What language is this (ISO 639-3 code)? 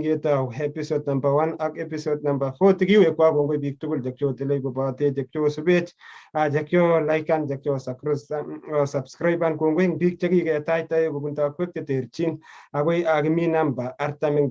kln